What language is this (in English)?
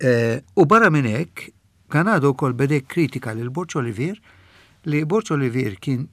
Maltese